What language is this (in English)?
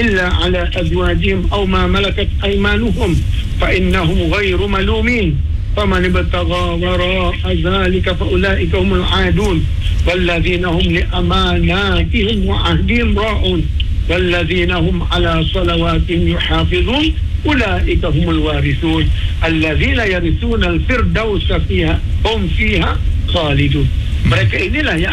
Malay